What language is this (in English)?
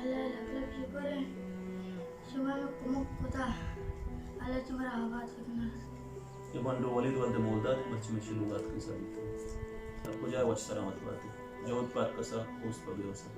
Baluchi